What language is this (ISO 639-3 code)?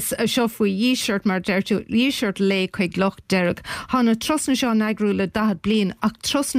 gle